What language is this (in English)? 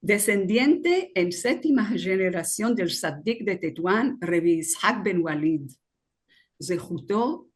Ladino